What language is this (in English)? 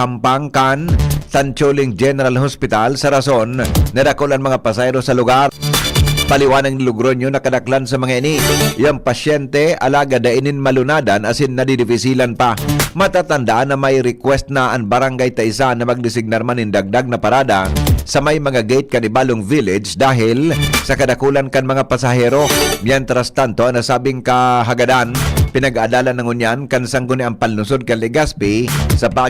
Bikol